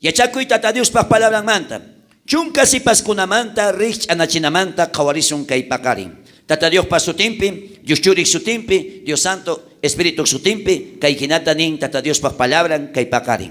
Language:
South Bolivian Quechua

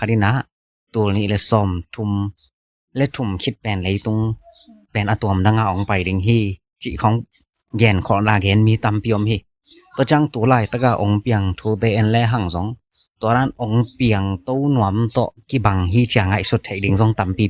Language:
Tedim Chin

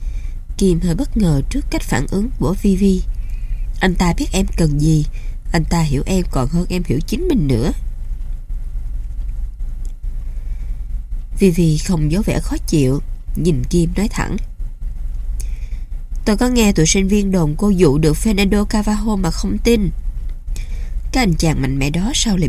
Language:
Vietnamese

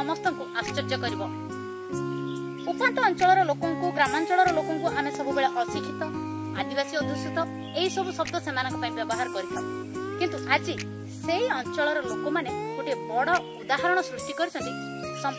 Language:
Odia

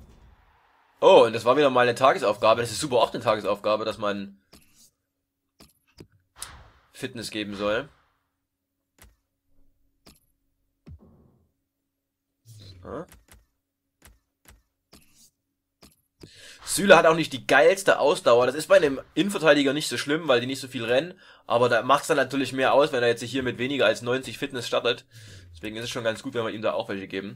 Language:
German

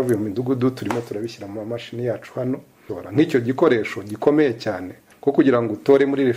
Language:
Kinyarwanda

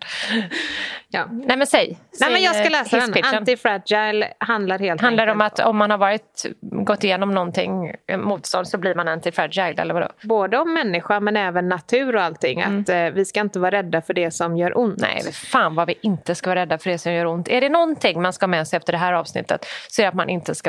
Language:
Swedish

